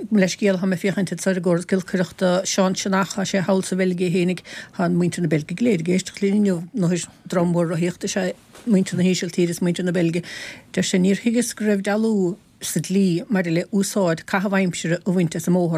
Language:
Irish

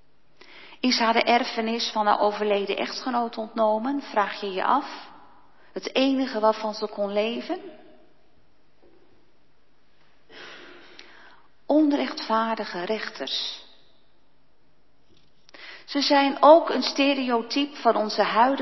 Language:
Dutch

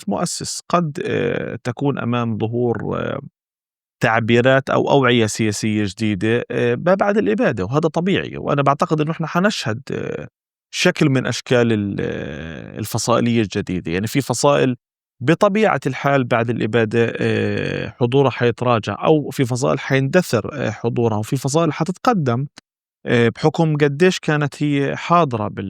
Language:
North Levantine Arabic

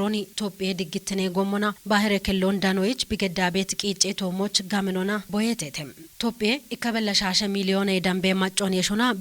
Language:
Kafa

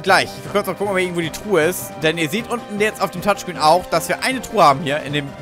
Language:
German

